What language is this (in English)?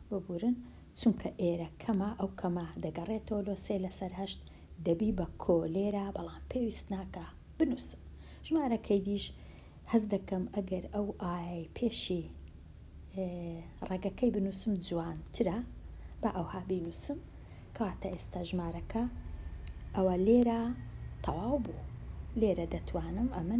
Central Kurdish